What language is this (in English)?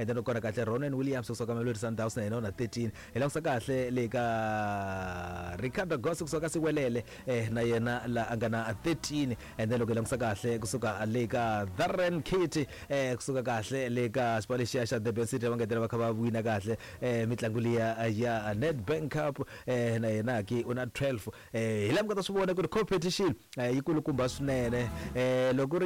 Tsonga